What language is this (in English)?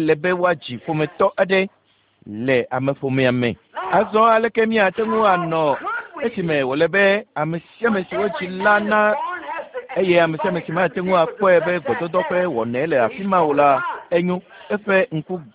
Ewe